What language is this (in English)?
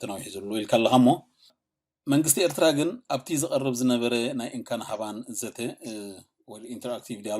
Tigrinya